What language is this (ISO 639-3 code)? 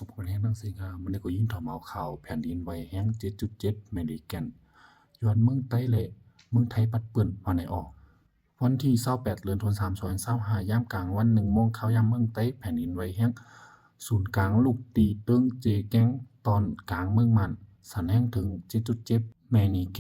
shn